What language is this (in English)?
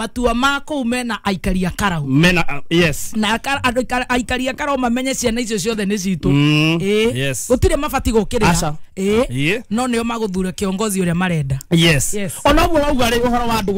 Kikuyu